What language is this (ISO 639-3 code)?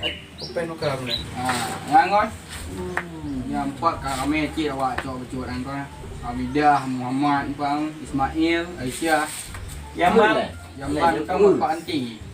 ace